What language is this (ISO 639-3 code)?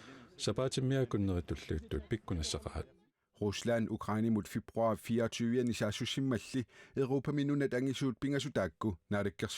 kal